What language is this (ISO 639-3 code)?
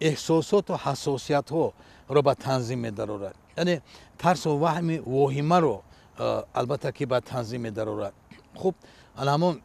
tgk